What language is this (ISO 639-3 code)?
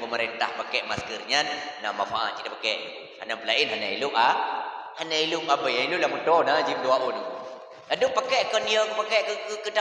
ace